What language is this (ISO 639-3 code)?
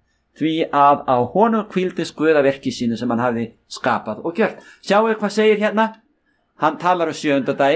isl